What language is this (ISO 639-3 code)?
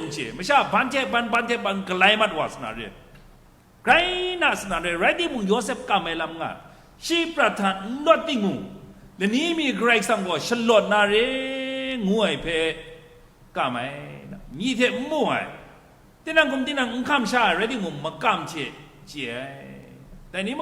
kac